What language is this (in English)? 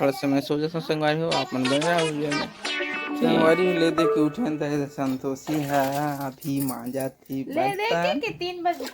Chhattisgarhi